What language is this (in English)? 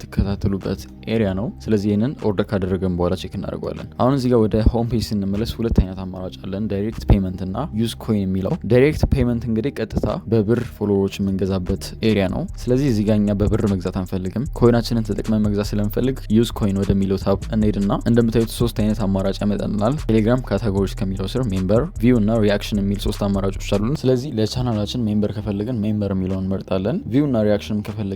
Amharic